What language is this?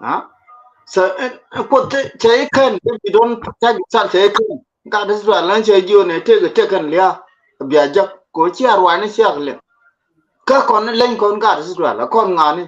Nuer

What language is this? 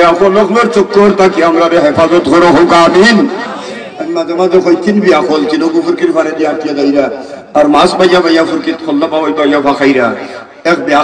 Sylheti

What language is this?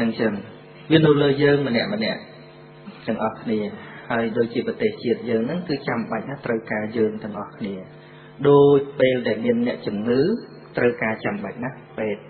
Khmer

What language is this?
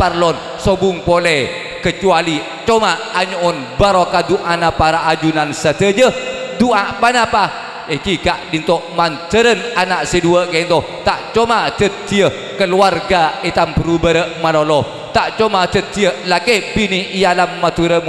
Madurese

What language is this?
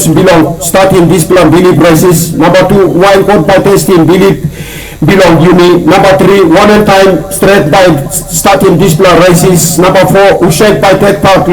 Tok Pisin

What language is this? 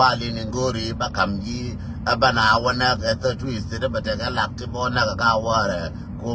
Nuer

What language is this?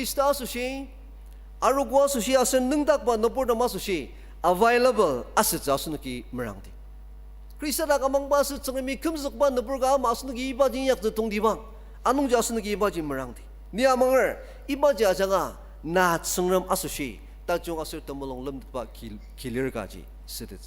Ao Naga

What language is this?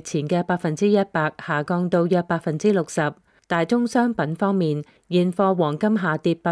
Cantonese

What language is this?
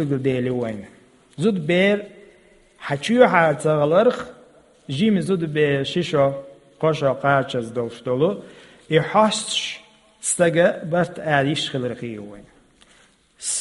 Chechen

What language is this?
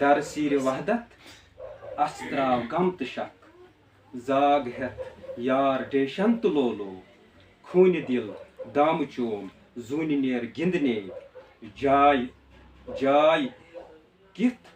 Kashmiri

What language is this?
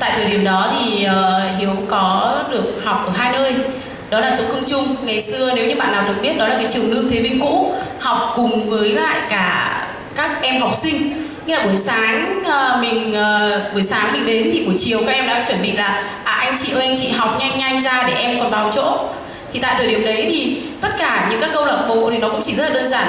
Vietnamese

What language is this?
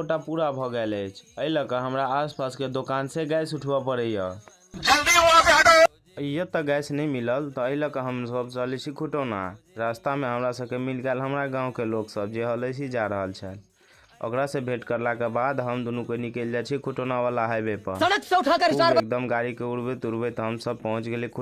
Maithili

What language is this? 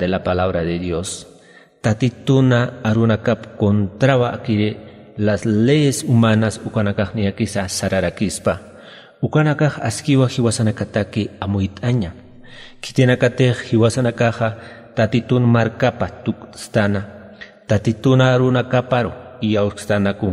Aymara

